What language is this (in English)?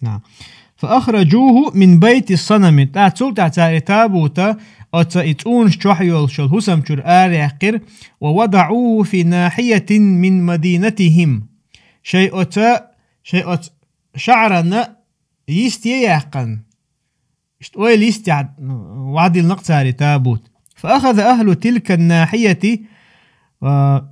Chechen